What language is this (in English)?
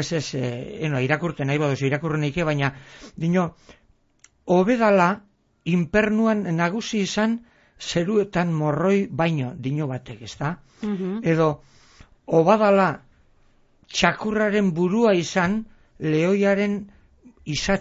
Basque